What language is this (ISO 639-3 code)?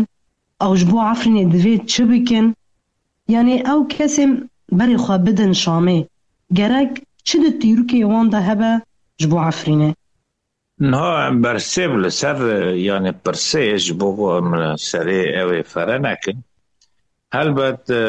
kur